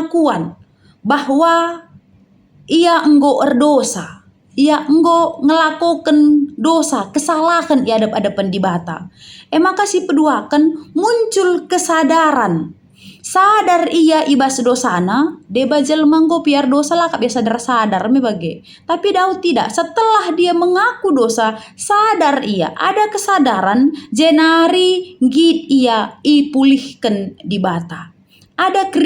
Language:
Batak Karo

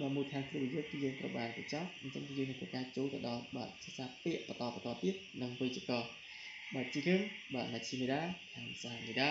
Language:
Khmer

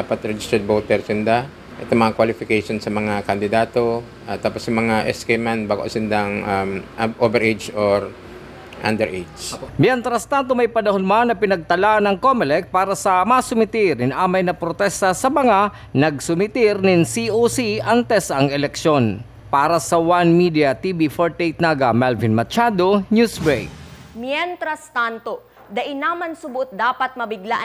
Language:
Bikol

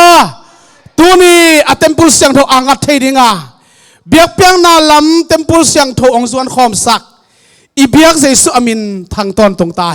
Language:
Tedim Chin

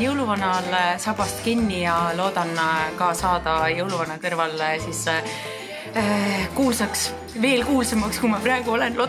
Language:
Estonian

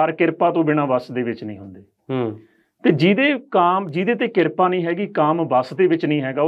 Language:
Punjabi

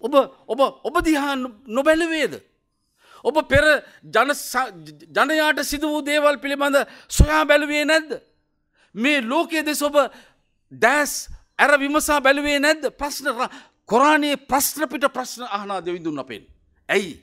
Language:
Sinhala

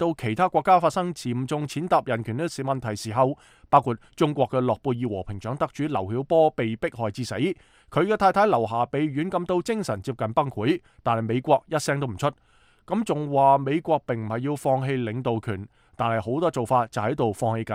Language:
Cantonese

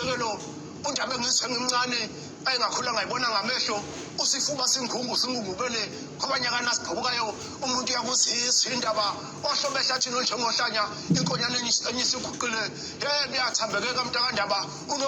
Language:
Zulu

